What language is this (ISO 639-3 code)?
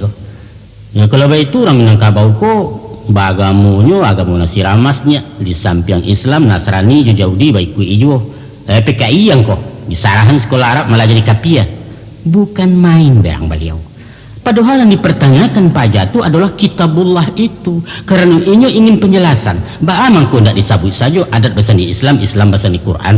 min